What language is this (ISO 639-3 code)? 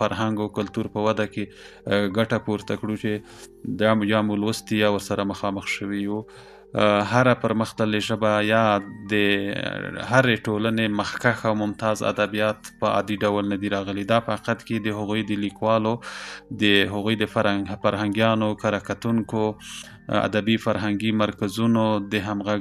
pus